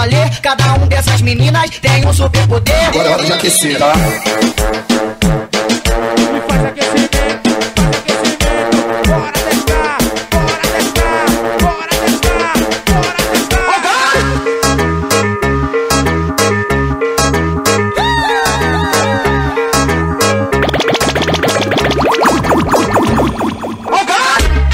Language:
Portuguese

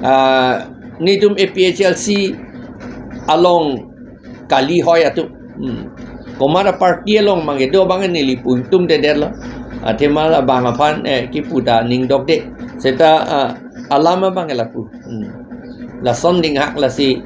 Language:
Karbi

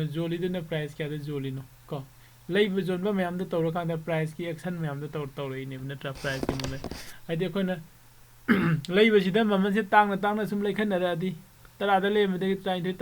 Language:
Manipuri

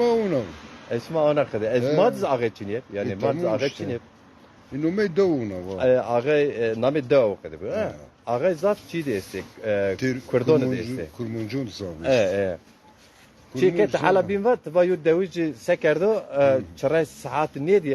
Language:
Zaza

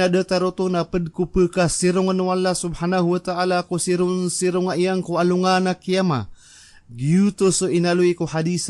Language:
Maranao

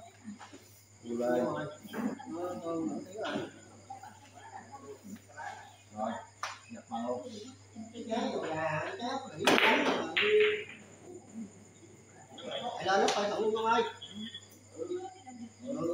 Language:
Vietnamese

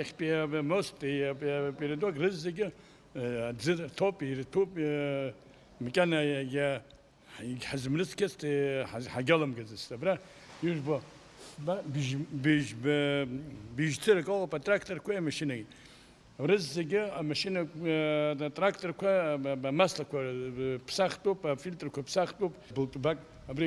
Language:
Abkhazian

